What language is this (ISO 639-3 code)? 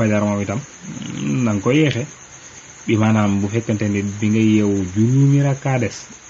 wol